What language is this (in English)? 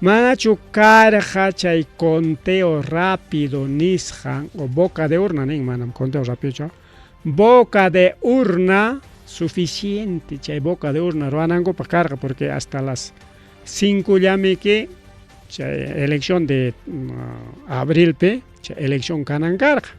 Ayacucho Quechua